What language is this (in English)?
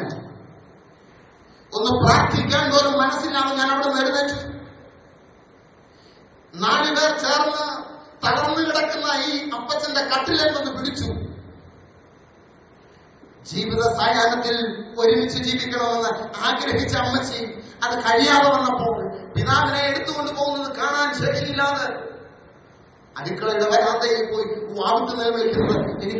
Malayalam